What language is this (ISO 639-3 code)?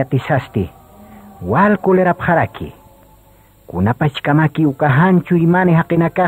aym